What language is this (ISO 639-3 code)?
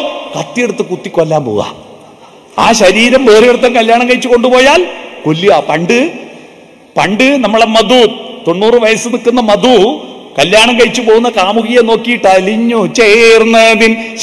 mal